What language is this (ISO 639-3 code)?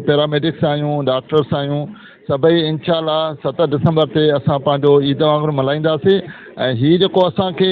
snd